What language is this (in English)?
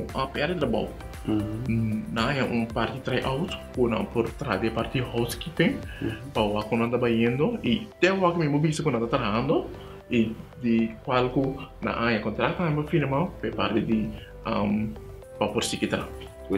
Papiamento